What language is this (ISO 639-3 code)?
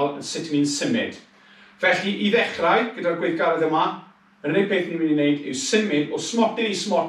cym